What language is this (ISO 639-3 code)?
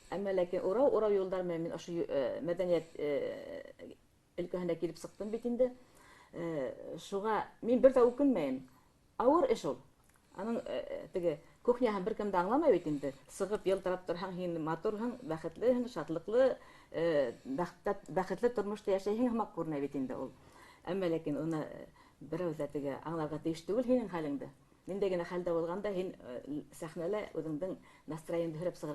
bak